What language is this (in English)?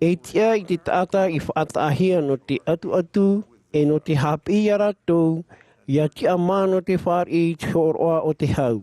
Tahitian